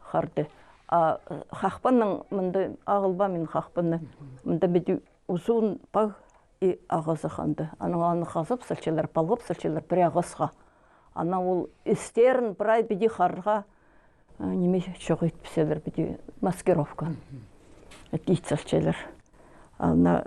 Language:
Khakas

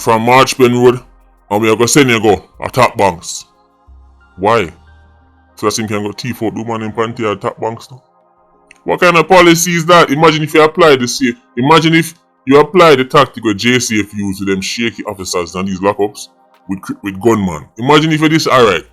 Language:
Jamaican Creole English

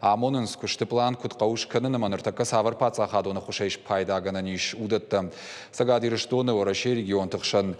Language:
Ossetic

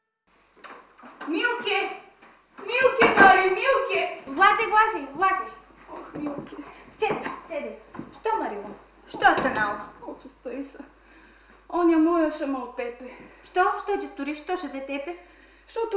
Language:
Bulgarian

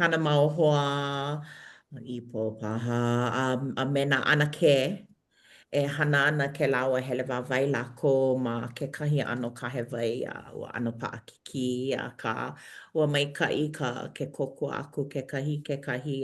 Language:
Hawaiian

